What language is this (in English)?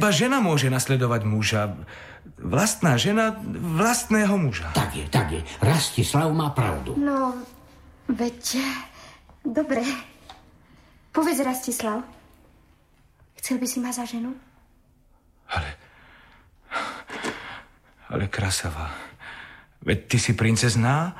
Slovak